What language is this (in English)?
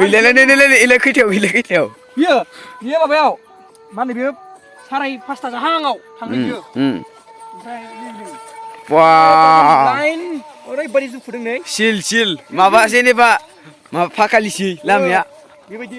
Bodo